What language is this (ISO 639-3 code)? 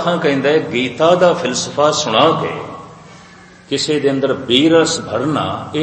pan